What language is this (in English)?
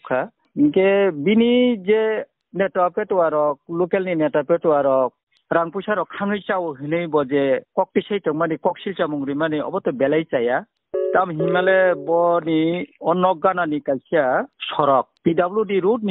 Kok Borok